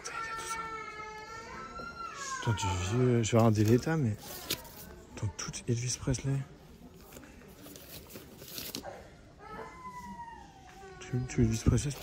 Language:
French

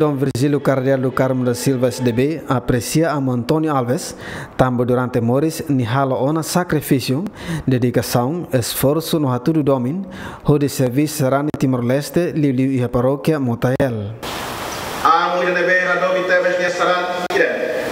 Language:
Tetum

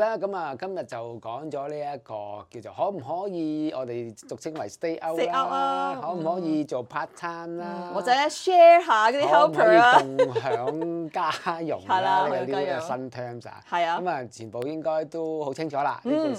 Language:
Cantonese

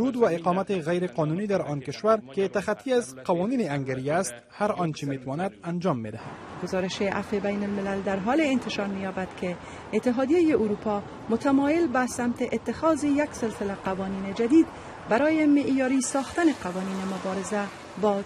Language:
Persian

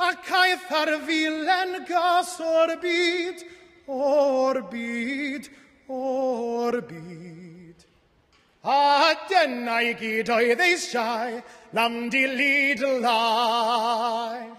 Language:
Welsh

